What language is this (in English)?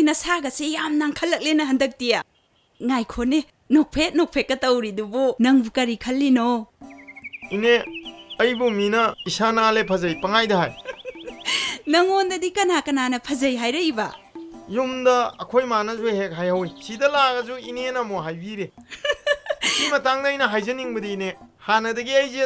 Manipuri